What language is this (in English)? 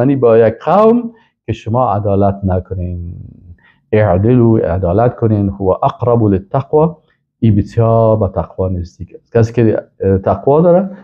Persian